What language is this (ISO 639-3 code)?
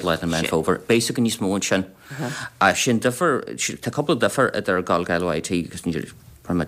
gle